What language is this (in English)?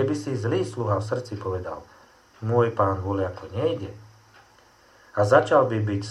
Slovak